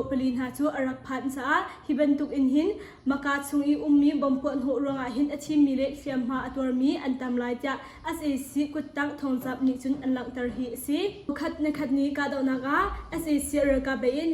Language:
Hakha Chin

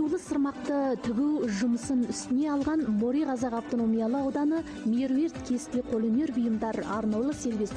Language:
Kazakh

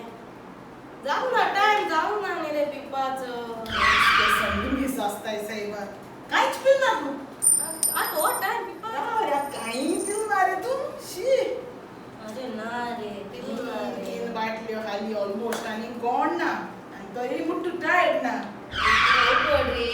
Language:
Konkani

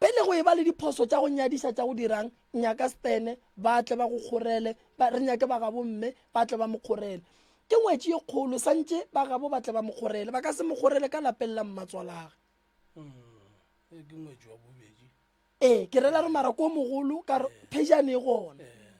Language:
Northern Sotho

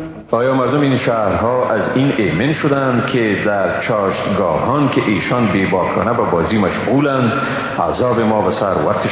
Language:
Persian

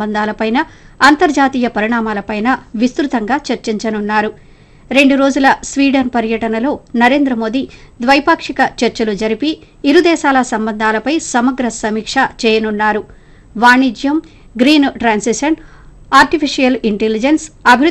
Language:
Telugu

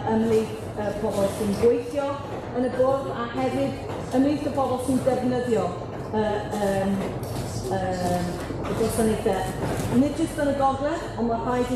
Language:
Welsh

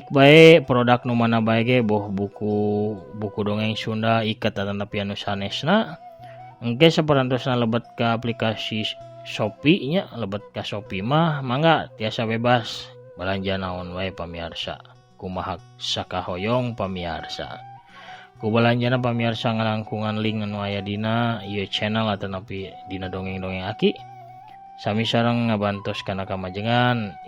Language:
Sundanese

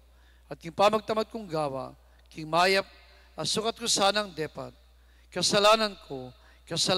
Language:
Pampanga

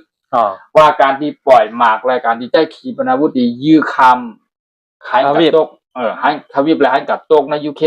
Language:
Shan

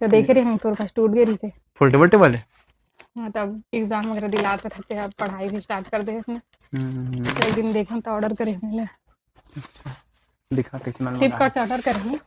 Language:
Chhattisgarhi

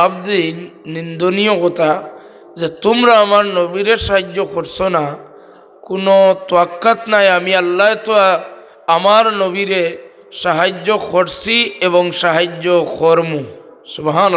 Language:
Sylheti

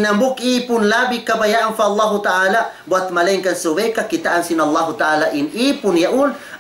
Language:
Tausug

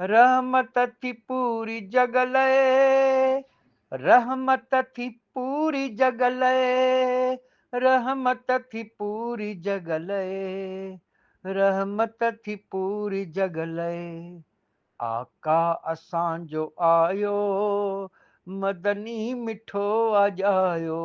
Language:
Sindhi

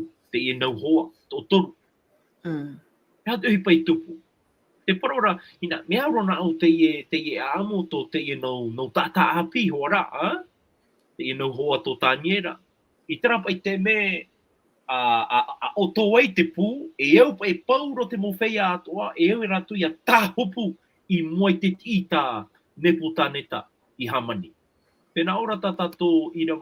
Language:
Tahitian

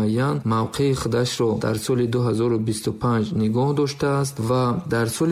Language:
Tajik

